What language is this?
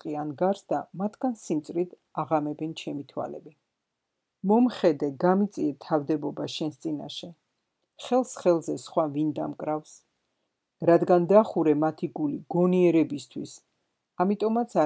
Georgian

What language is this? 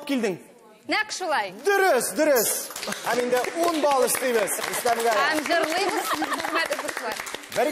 Tatar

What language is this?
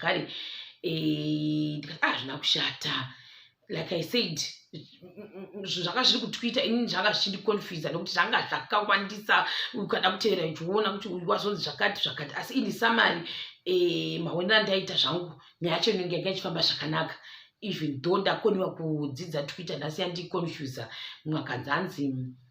Shona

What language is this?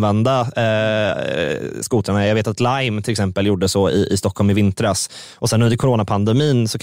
Swedish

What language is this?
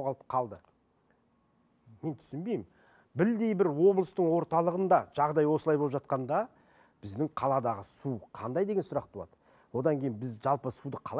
Kazakh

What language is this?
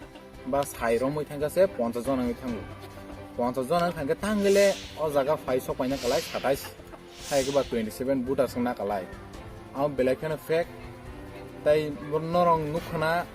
Riang (India)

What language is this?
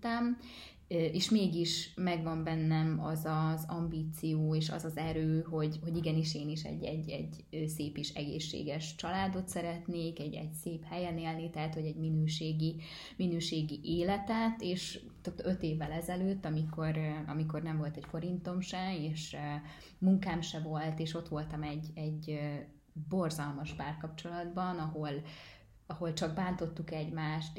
Hungarian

